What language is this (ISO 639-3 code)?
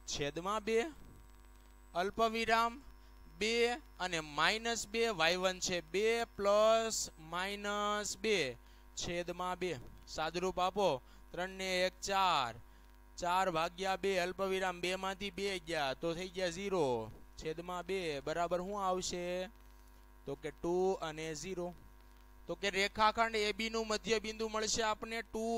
guj